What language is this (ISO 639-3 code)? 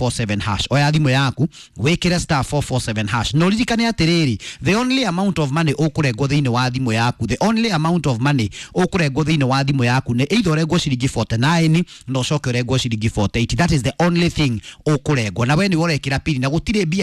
kik